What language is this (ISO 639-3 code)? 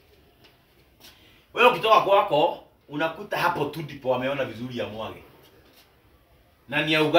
swa